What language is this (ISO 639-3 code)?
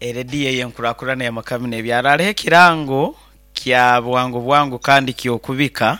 nyn